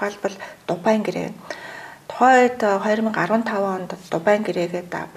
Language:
Mongolian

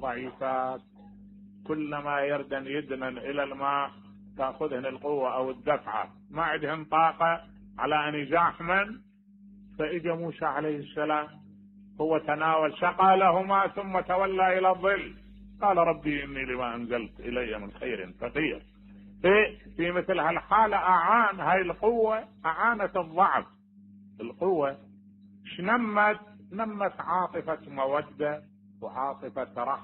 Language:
Mesopotamian Arabic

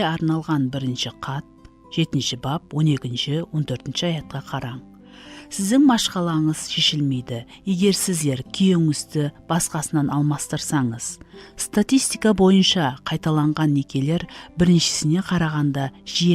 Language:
Kara-Kalpak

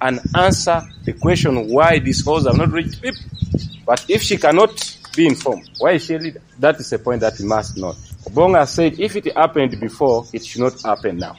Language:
Lango (Uganda)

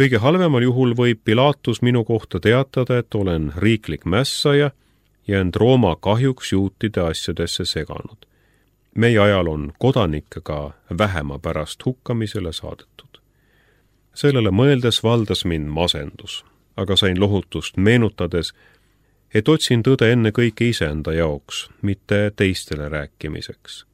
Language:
Estonian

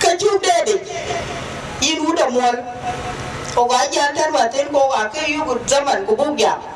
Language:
Dinka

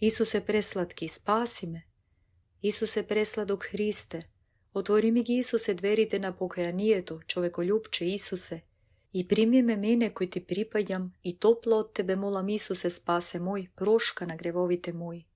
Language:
Macedonian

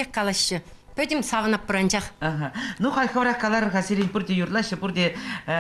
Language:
Chuvash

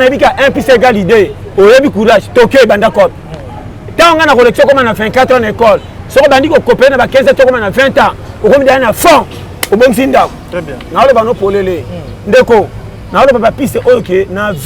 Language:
Lingala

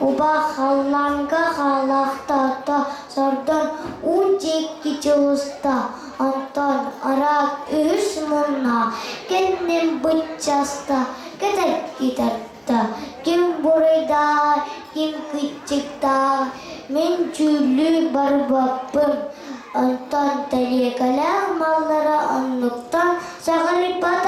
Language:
Yakut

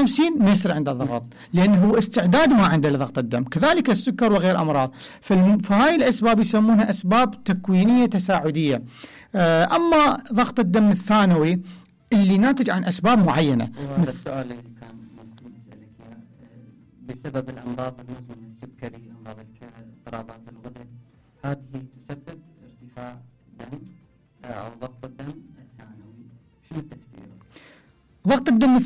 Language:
Mesopotamian Arabic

